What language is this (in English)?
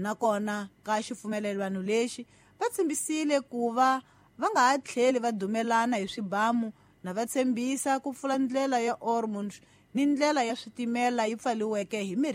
Tsonga